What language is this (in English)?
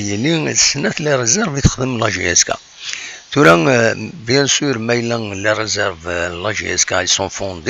Kabyle